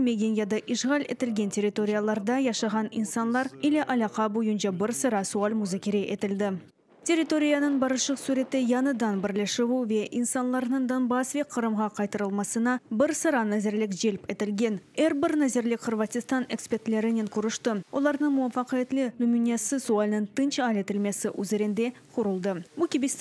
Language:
Crimean Tatar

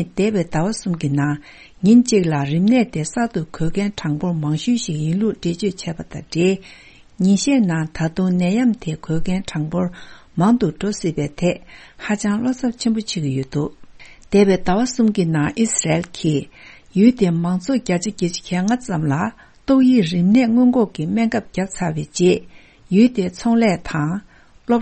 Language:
Tibetan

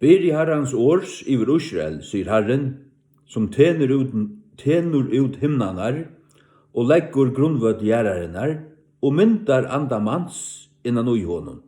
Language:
Faroese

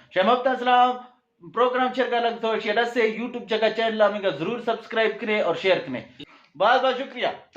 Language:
Eastern Balochi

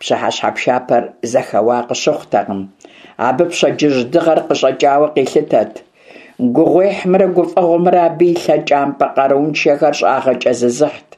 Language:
Kabardian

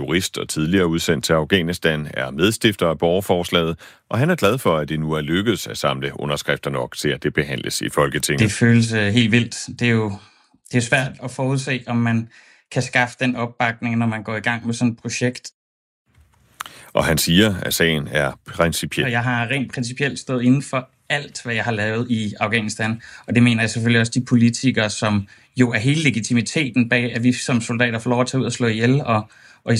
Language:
Danish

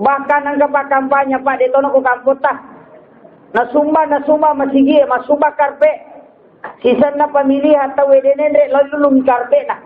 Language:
Buginese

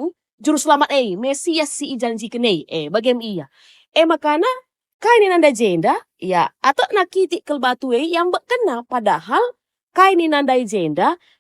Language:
Batak Karo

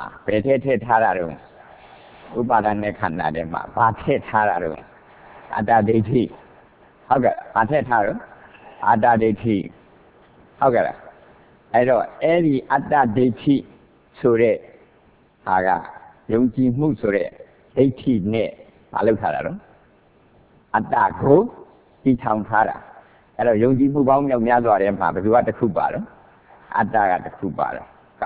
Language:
Burmese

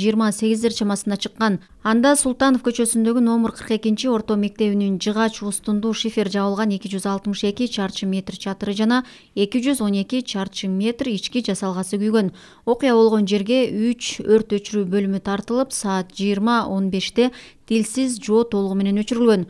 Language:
Kyrgyz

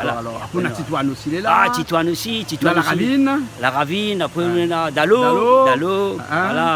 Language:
Réunion Creole French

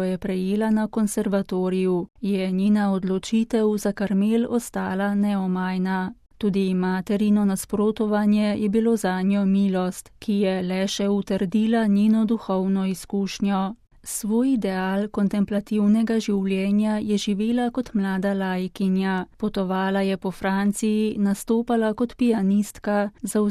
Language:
Slovenian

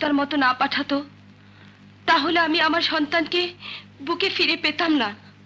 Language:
Bangla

